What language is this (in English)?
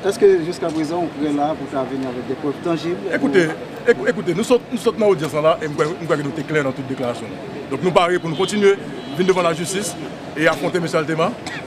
Haitian Creole